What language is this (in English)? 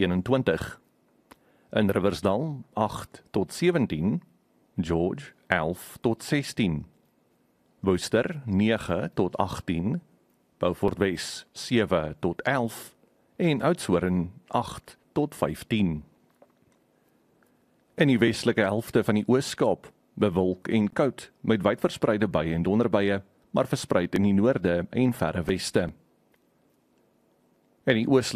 Afrikaans